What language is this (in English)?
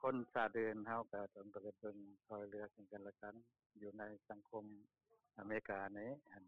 Lao